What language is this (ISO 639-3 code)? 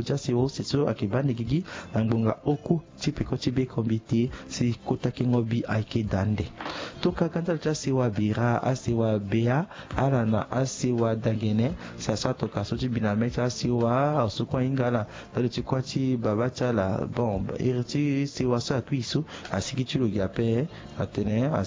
sag